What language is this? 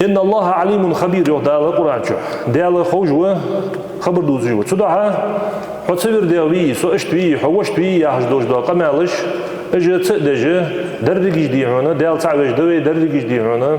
Ingush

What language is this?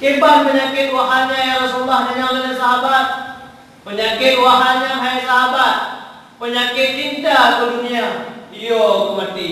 Achinese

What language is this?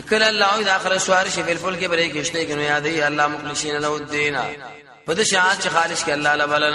Pashto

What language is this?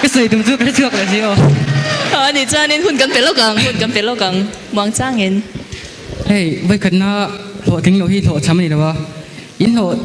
Hakha Chin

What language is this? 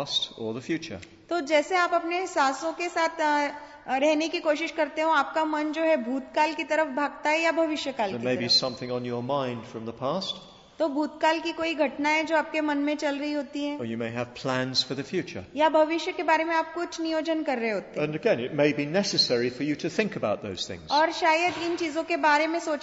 Hindi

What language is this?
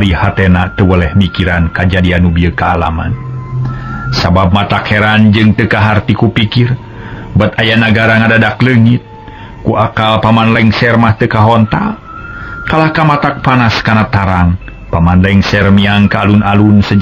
Sundanese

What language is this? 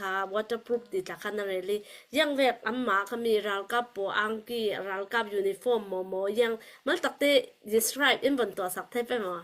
Falam Chin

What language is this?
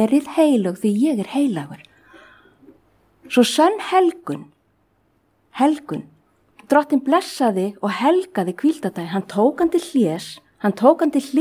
Icelandic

